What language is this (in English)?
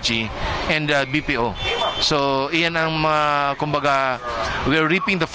Bikol